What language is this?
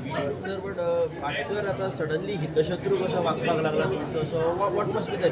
Konkani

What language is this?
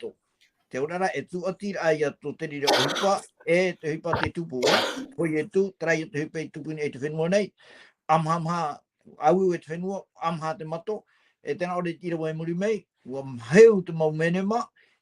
Tahitian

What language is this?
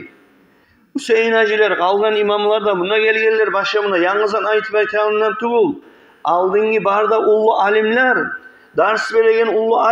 Kumyk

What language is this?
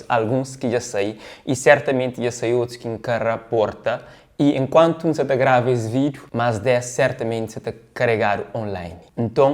Kabuverdianu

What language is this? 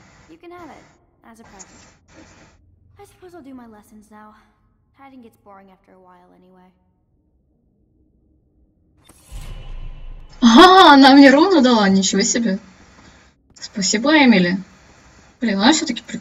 Russian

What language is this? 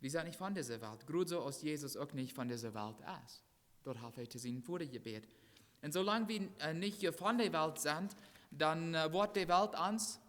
Plautdietsch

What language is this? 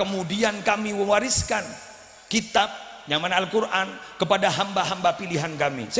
Madurese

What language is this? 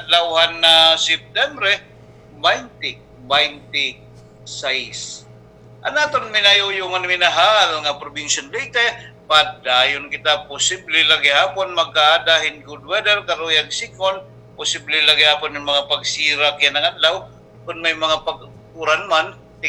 Waray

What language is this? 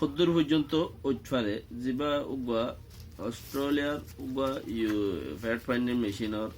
Rohingya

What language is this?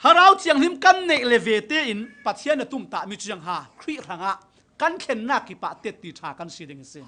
Falam Chin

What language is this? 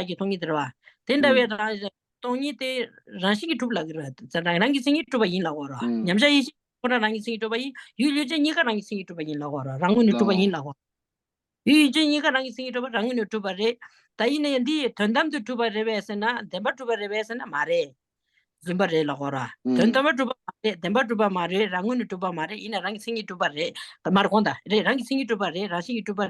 Tibetan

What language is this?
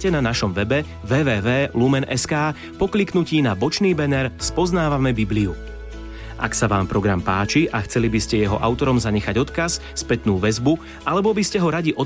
Slovak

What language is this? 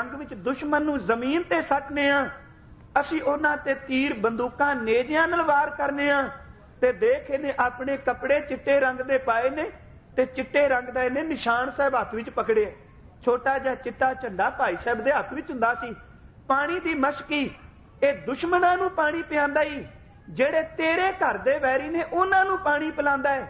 Punjabi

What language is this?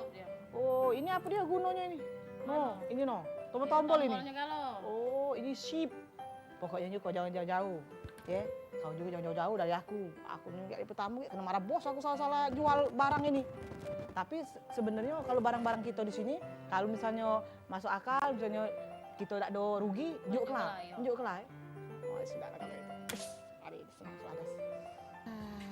Musi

